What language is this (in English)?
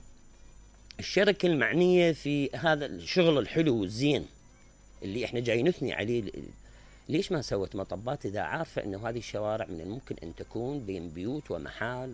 Mesopotamian Arabic